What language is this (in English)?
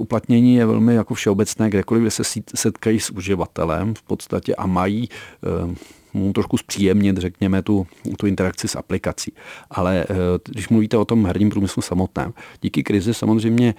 Czech